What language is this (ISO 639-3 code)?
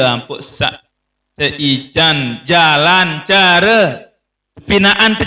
sas